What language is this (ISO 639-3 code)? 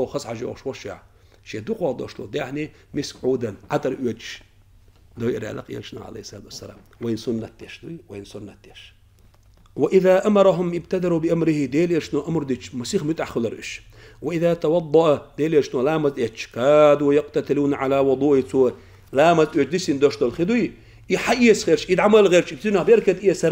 che